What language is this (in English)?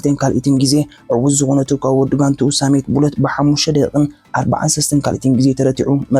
Tigrinya